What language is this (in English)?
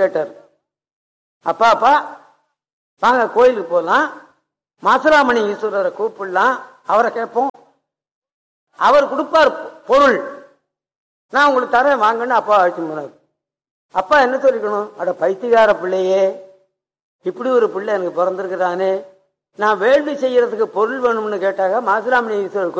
Tamil